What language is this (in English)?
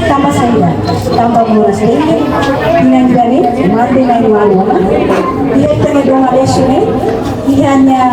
Tetum